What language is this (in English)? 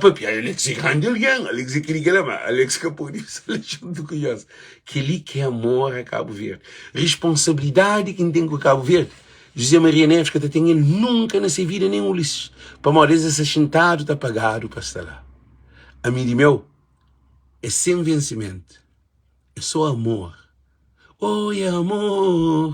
Kabuverdianu